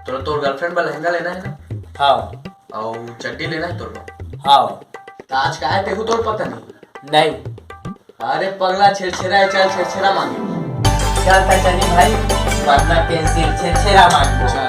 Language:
Chhattisgarhi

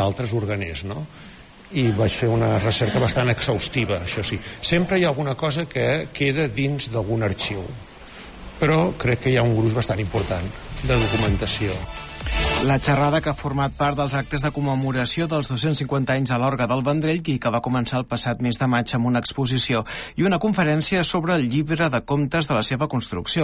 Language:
Catalan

